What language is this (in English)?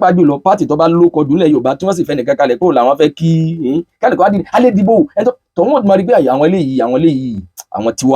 Yoruba